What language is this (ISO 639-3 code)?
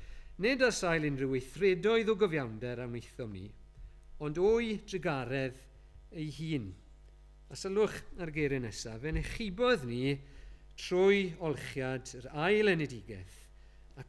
cym